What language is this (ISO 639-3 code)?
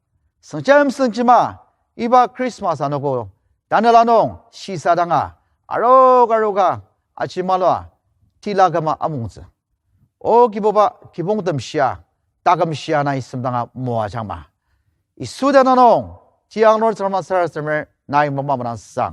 njo